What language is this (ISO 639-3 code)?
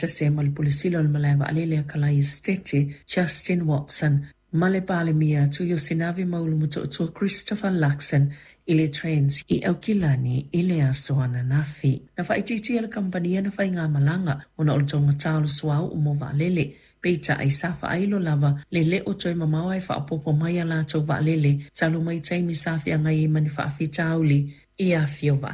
smo